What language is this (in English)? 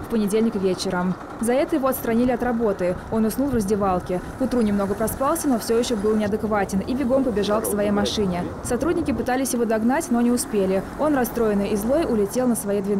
Russian